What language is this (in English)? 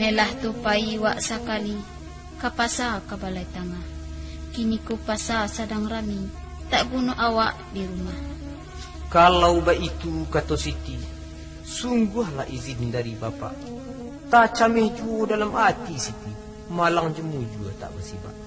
Minangkabau